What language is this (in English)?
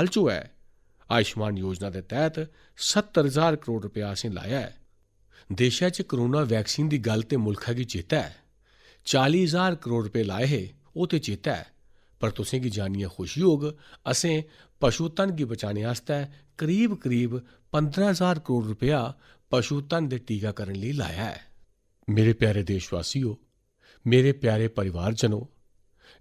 Dogri